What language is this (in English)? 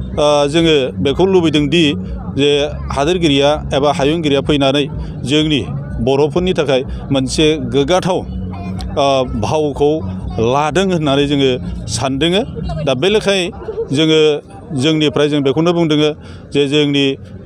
Bodo